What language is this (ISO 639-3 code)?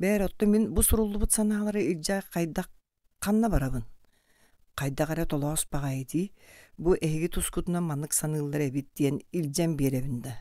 sah